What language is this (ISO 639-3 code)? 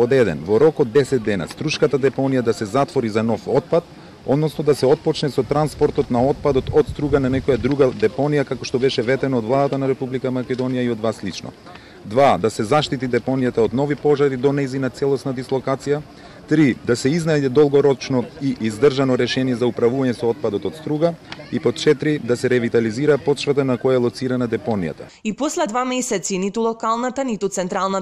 mkd